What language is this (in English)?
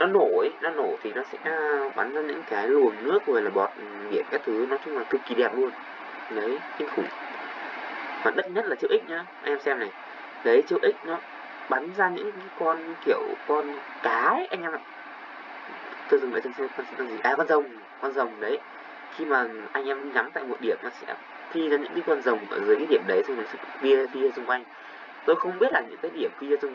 Vietnamese